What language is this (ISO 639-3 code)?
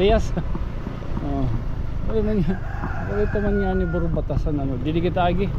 war